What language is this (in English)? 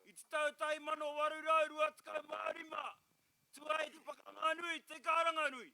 Māori